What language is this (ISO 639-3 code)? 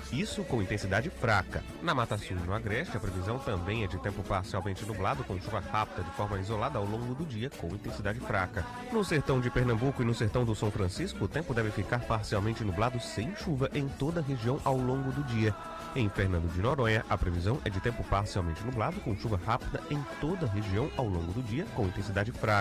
por